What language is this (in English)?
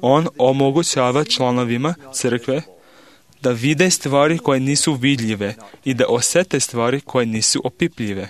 Serbian